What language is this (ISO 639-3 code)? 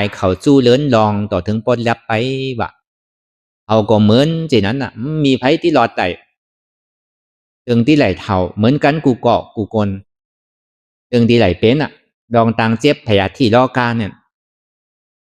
shn